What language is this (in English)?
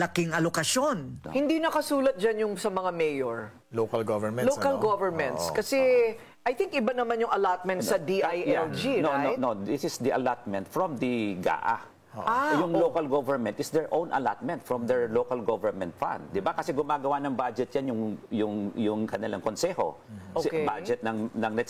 Filipino